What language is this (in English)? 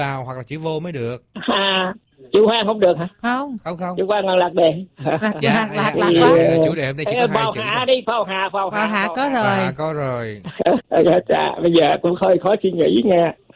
Vietnamese